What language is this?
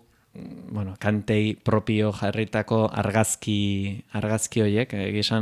Basque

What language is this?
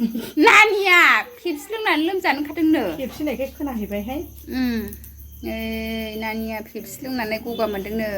Bodo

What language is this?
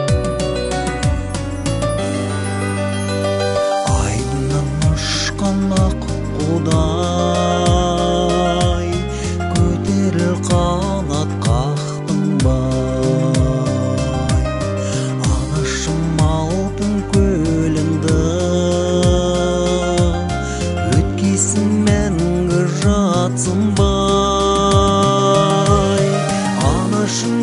Kazakh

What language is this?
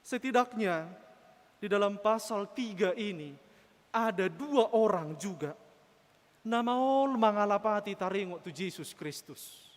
Batak Toba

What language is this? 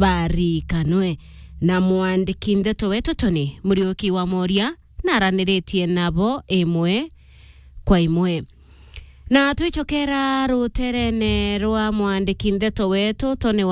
Meru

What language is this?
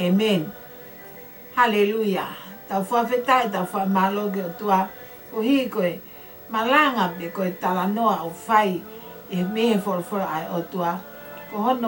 Tongan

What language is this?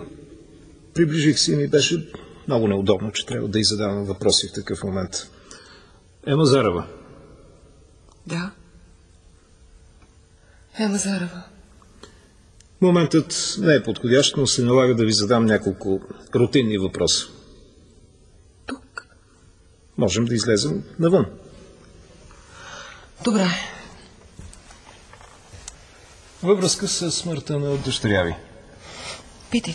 Bulgarian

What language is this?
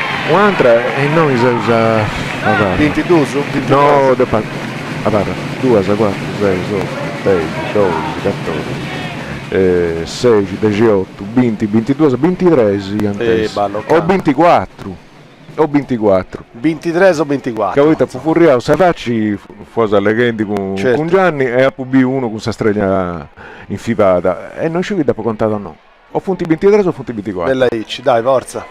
Sardinian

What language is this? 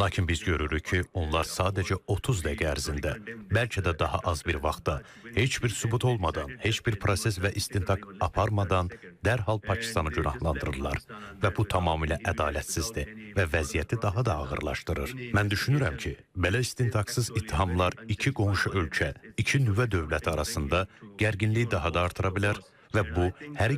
Azerbaijani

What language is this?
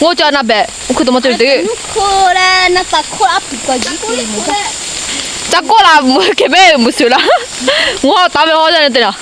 Lahu Shi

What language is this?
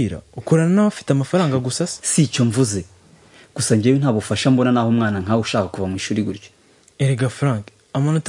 Kinyarwanda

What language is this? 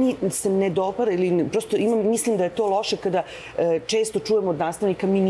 Serbian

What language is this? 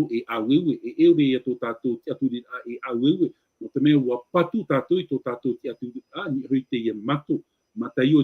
Tahitian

